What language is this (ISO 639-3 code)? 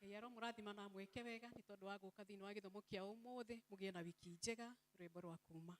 kik